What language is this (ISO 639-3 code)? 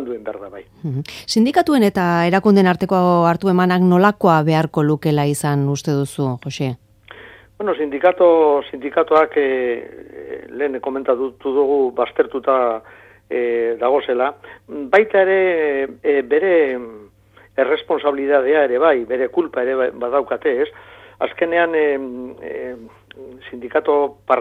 eus